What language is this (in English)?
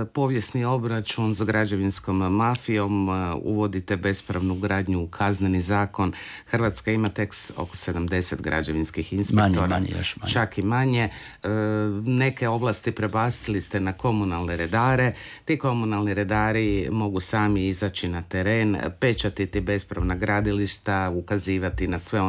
Croatian